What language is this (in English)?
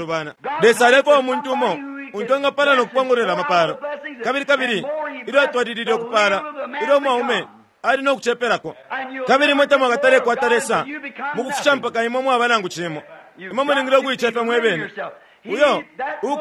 Bemba